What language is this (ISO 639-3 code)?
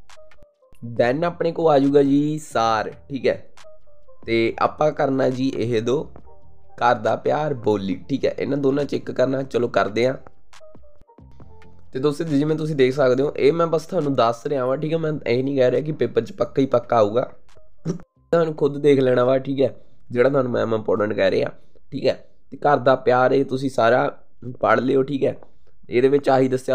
pan